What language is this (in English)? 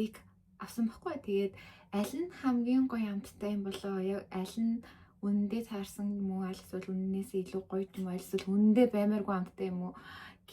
Mongolian